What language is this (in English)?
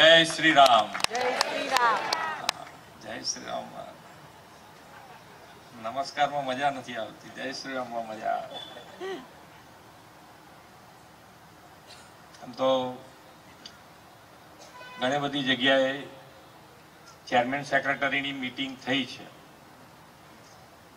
Gujarati